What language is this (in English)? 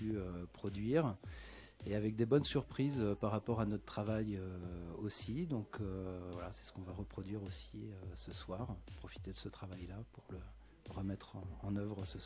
French